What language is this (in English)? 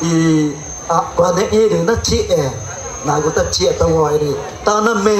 Ticuna